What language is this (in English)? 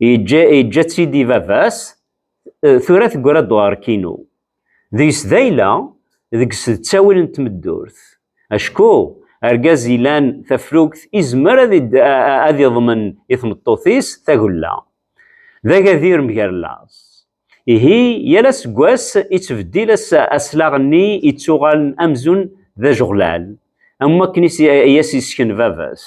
Kabyle